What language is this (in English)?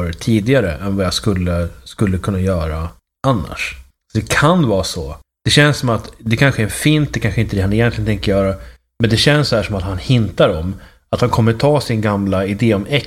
Swedish